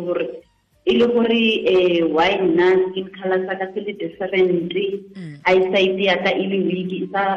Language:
Tswana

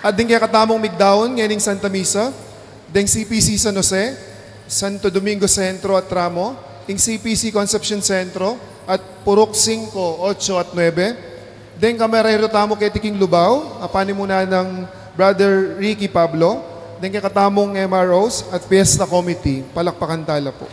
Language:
Pampanga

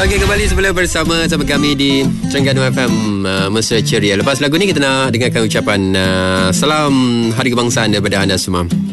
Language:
Malay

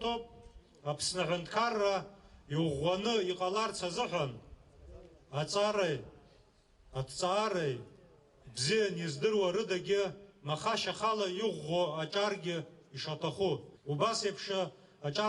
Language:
Abkhazian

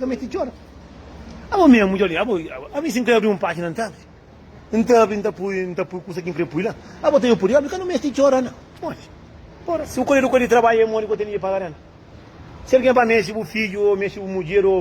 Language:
Kabuverdianu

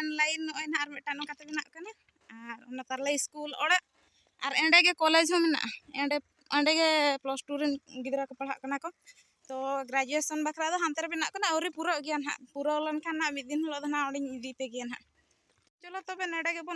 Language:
Santali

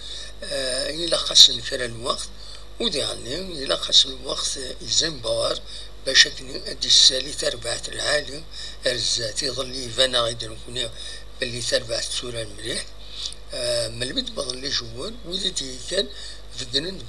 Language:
Kabyle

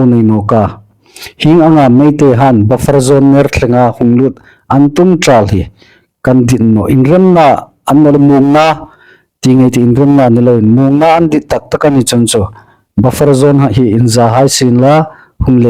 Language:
Hmar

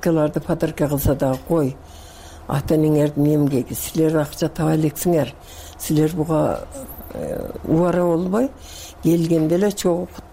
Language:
Kyrgyz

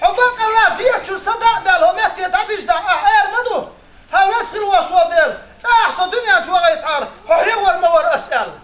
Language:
Chechen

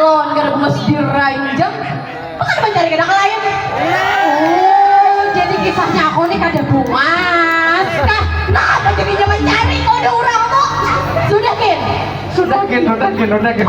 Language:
Banjar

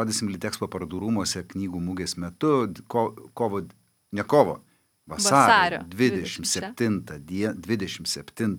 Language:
Lithuanian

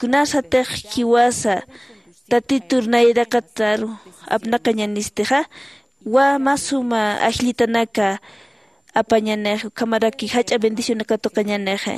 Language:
Aymara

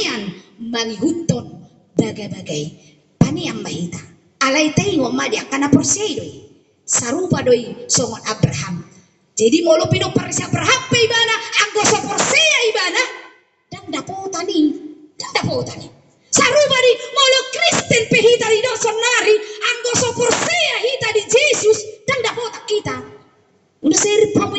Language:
Batak Toba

